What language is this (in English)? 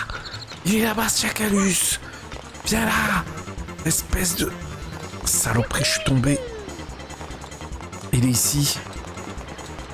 French